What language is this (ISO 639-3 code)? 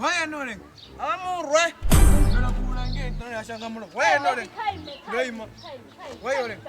ven